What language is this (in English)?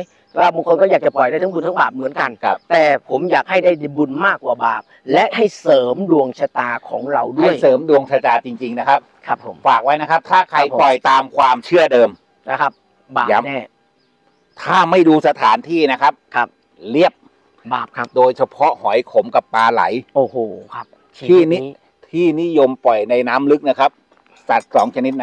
Thai